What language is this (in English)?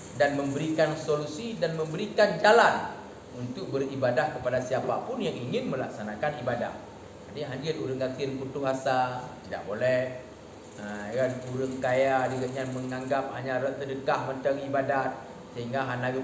Achinese